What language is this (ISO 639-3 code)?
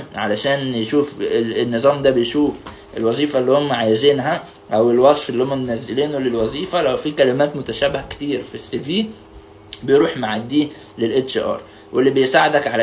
arz